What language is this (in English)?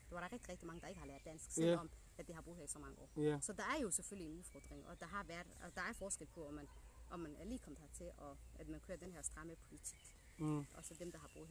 Danish